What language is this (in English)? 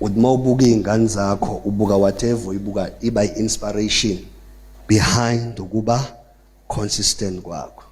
Zulu